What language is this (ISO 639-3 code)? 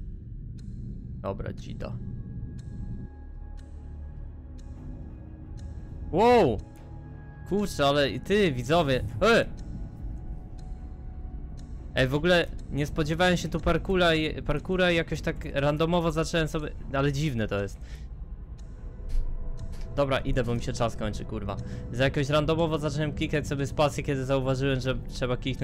pol